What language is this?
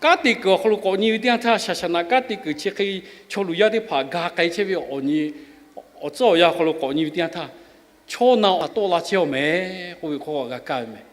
Lahu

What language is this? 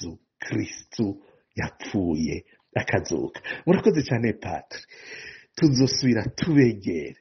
Rundi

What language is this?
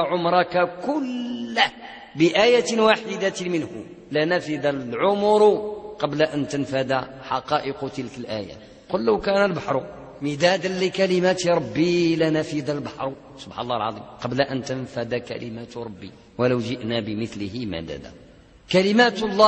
Arabic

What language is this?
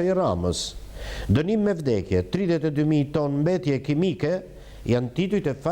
Albanian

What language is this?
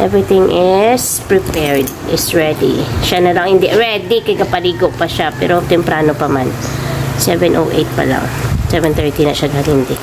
Hiligaynon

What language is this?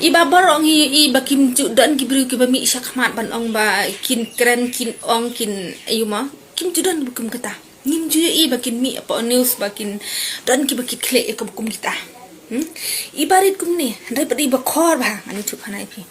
Khasi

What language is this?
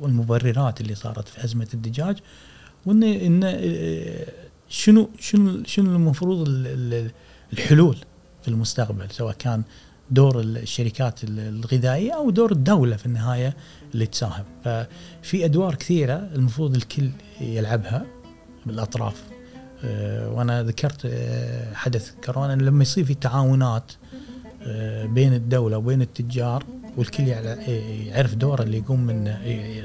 Gulf Arabic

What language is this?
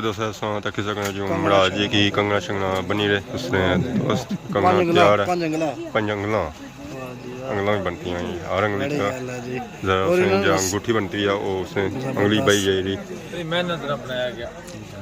Pahari-Potwari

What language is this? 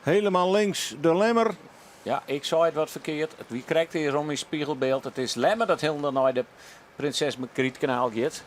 Western Frisian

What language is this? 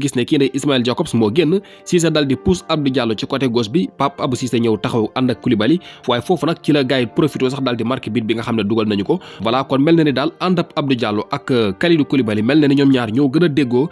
Wolof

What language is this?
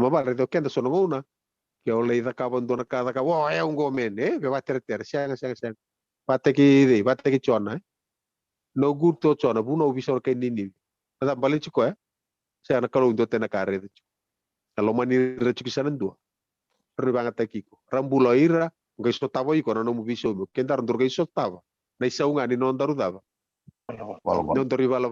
Fijian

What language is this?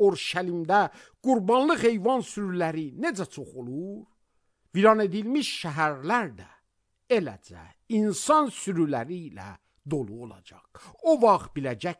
Azerbaijani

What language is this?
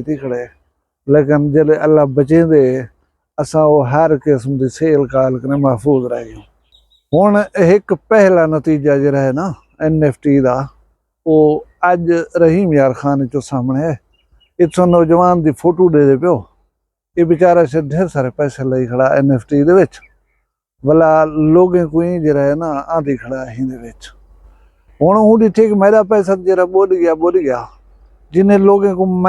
Saraiki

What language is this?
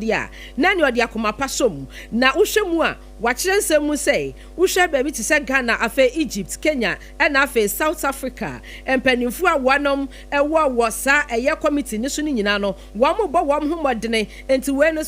Akan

